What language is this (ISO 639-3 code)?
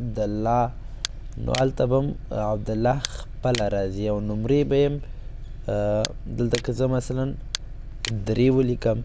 pus